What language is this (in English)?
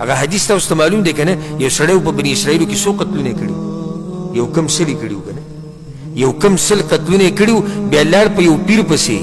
Pashto